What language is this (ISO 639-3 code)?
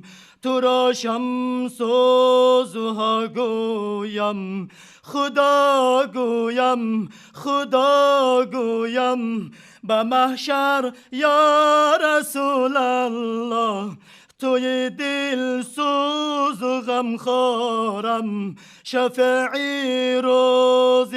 tgk